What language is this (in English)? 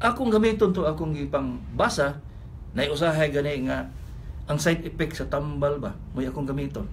Cebuano